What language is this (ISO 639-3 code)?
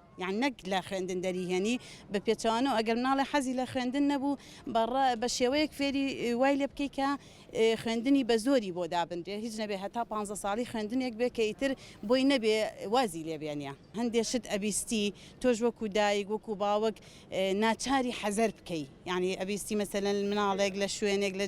ckb